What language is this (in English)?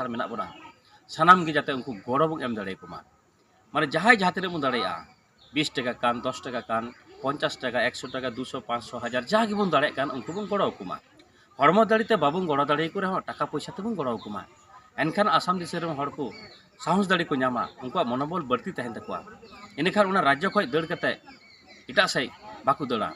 Santali